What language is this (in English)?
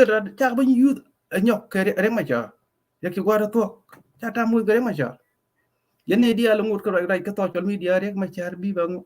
Nuer